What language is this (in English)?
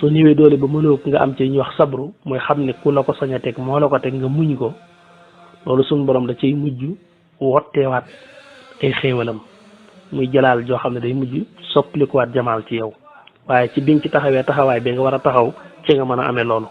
Wolof